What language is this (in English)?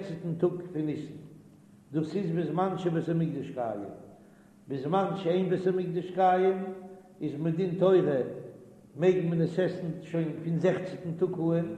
Yiddish